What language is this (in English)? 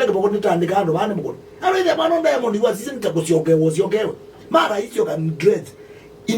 Kamba